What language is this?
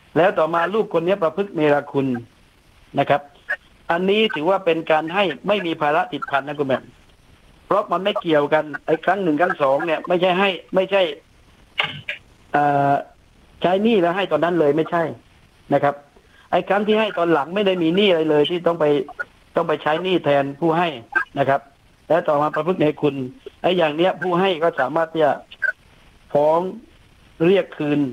Thai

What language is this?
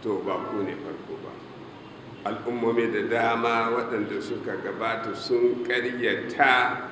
Hausa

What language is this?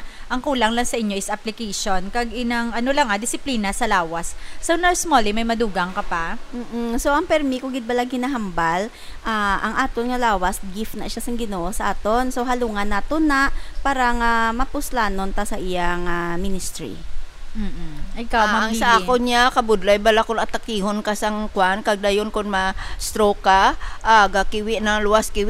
Hiligaynon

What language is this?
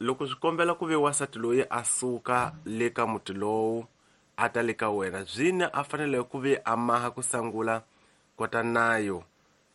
Tsonga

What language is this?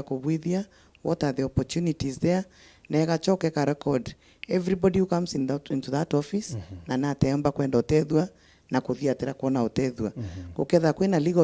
Meru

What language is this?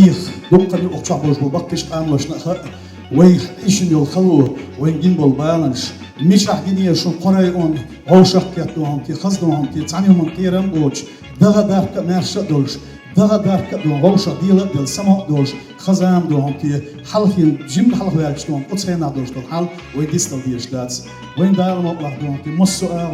Chechen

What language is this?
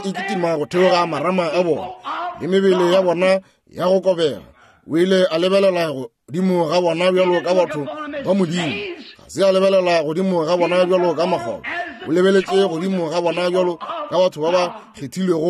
Northern Sotho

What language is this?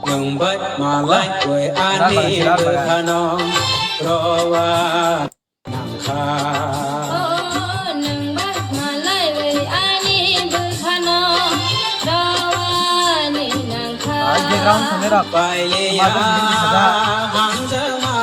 Kok Borok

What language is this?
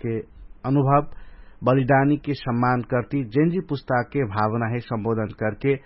Dangaura Tharu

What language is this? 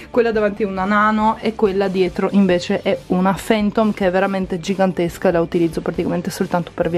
Italian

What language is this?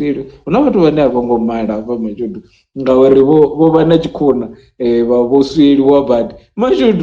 Venda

